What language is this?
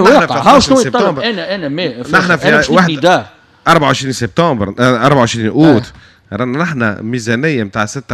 Tunisian Arabic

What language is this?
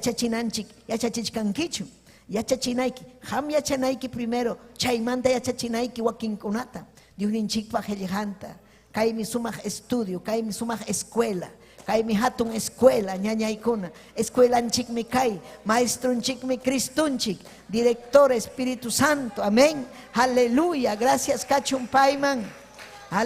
Ayacucho Quechua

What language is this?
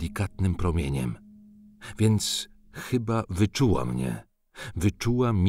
Polish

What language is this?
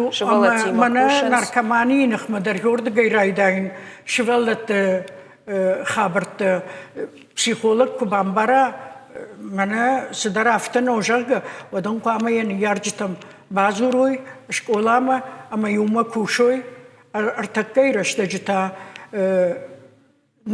Ossetic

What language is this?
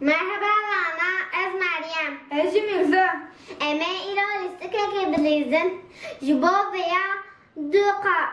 Kurdish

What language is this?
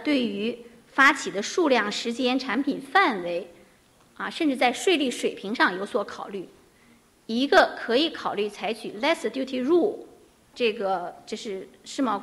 Chinese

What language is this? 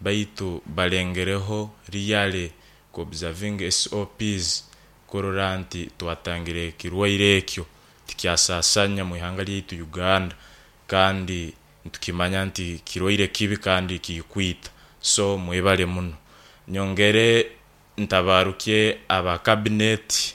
Nyoro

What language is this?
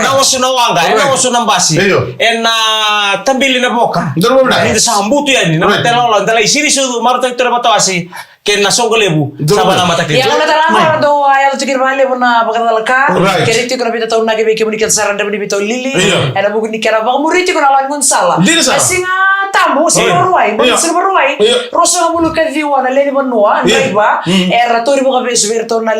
Fijian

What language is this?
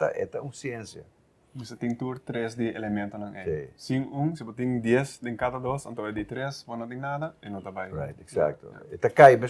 Papiamento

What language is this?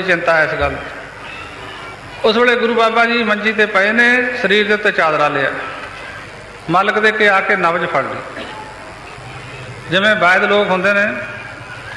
Punjabi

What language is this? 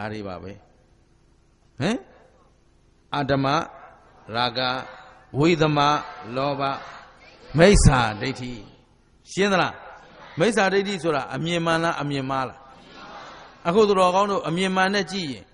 Burmese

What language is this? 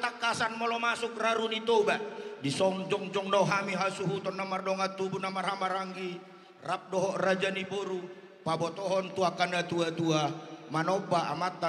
Batak Toba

